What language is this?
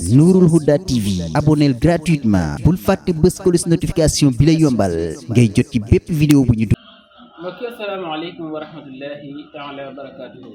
Wolof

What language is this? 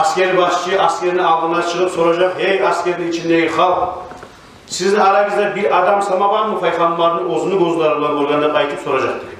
Kumyk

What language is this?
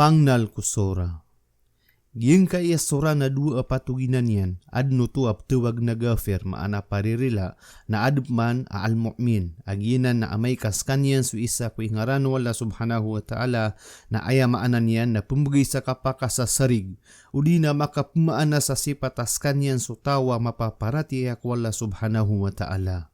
Maranao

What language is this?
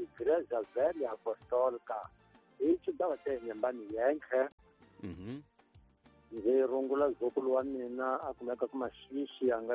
Tsonga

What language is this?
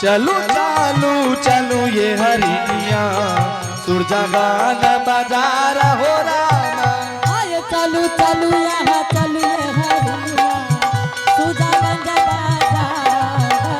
Angika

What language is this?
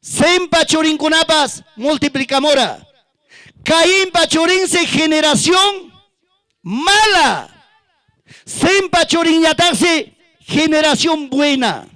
Ayacucho Quechua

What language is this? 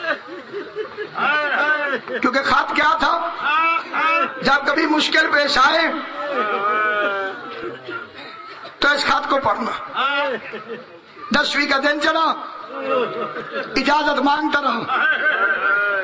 Urdu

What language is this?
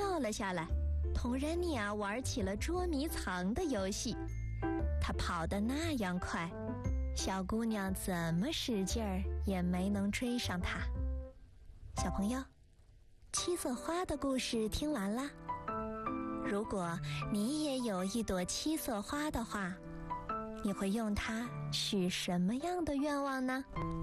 Chinese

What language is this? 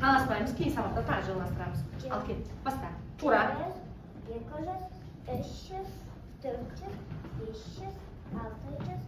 Kazakh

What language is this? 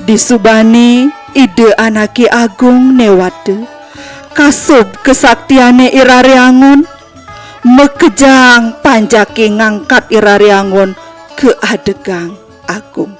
Balinese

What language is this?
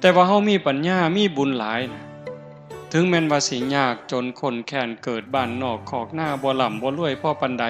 Northeastern Thai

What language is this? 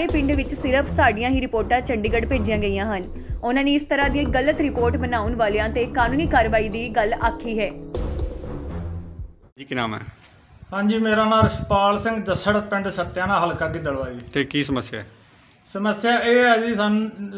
Punjabi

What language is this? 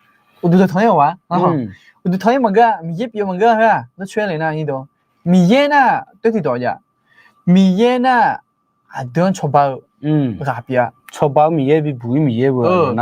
Akha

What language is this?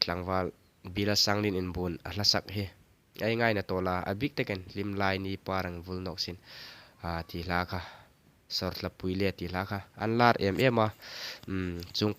Hmar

